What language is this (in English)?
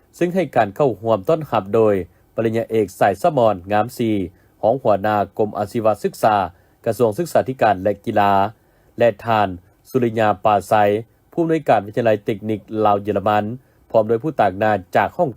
Lao